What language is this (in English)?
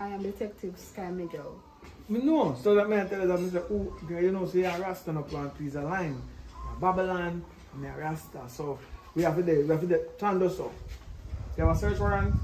Jamaican Creole English